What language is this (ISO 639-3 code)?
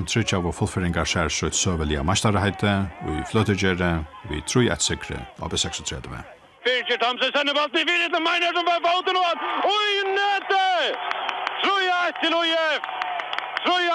fao